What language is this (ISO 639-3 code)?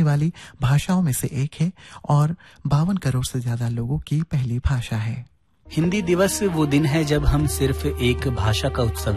hin